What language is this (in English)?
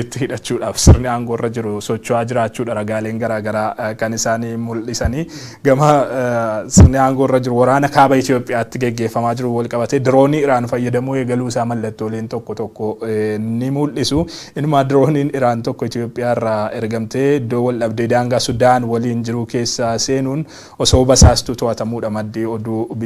Oromo